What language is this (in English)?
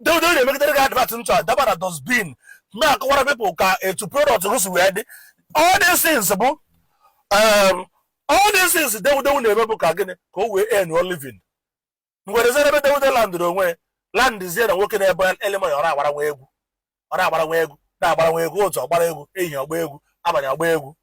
Igbo